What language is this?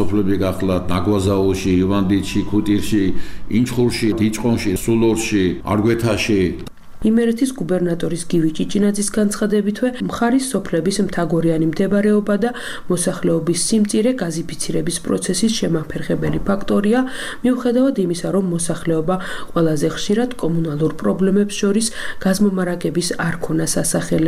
Georgian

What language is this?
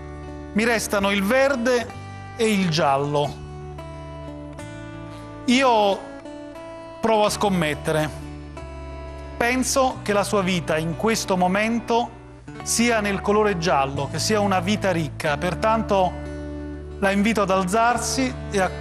Italian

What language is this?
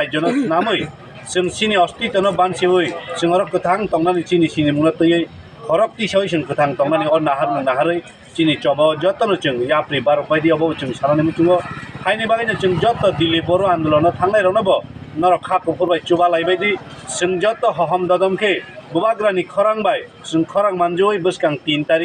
Kok Borok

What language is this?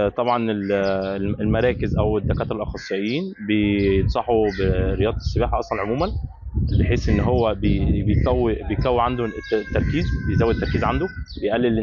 Egyptian Arabic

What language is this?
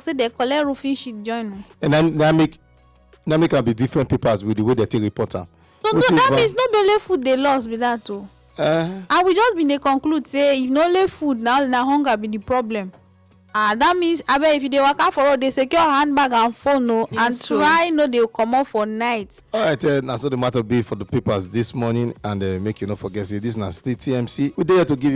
Nigerian Pidgin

